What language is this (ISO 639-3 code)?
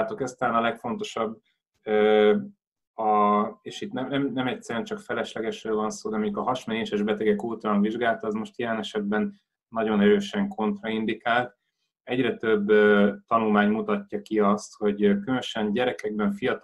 hun